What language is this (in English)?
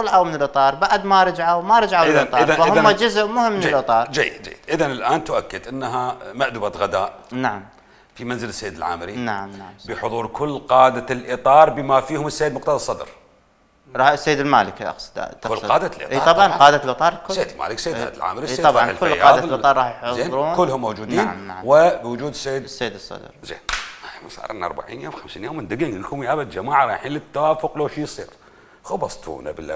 Mesopotamian Arabic